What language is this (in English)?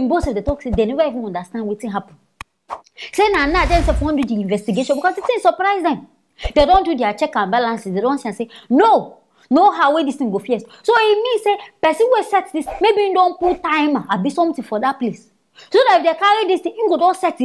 Nigerian Pidgin